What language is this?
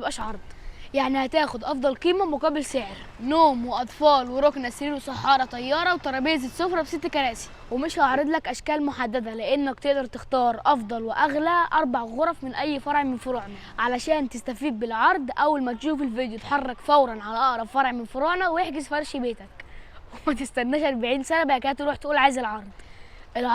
Egyptian Arabic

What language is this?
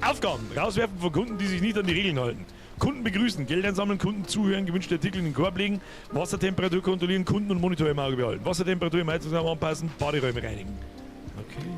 Bavarian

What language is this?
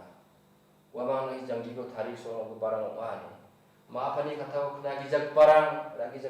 Garo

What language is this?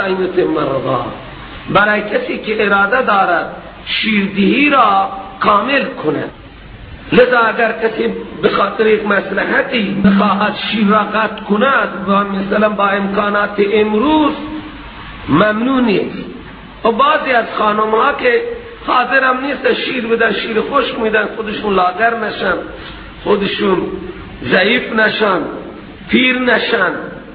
Persian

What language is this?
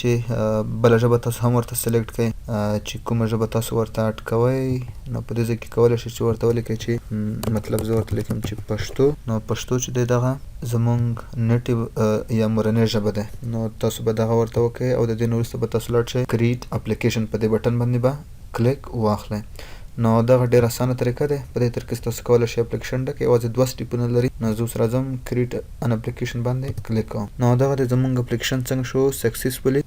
Pashto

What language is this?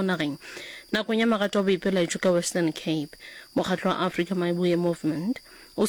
Northern Sotho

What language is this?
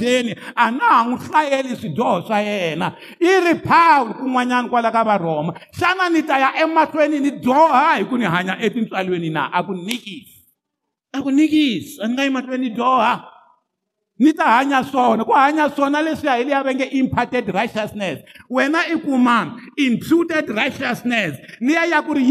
Tsonga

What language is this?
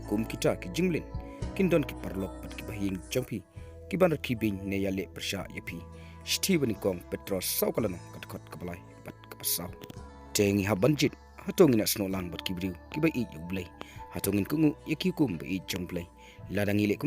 Khasi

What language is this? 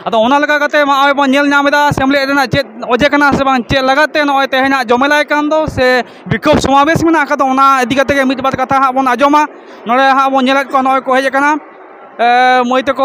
Santali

